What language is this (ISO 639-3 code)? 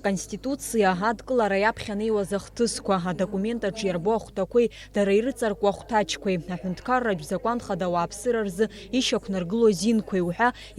abk